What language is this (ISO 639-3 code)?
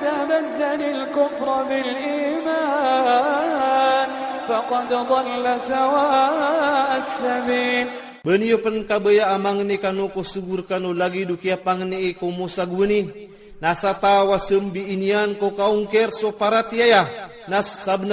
ilp